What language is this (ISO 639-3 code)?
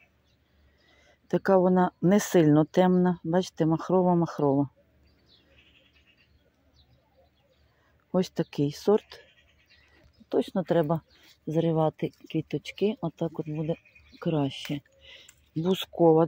ukr